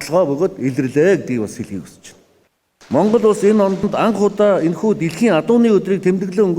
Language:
Mongolian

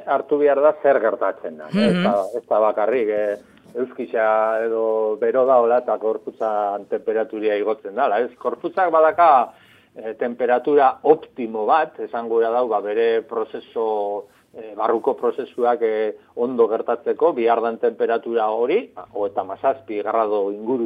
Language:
Basque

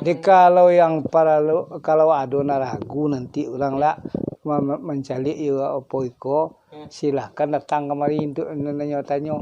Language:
Minangkabau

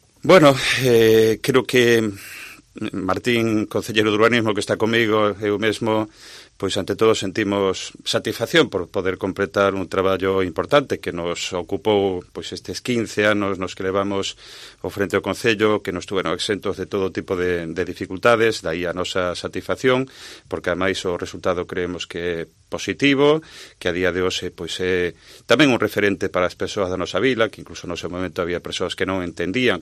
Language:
Galician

